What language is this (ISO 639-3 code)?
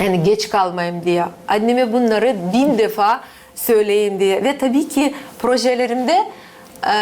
gag